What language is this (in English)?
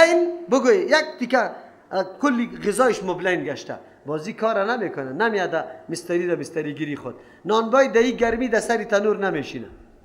Persian